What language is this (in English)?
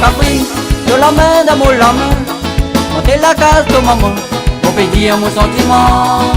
Réunion Creole French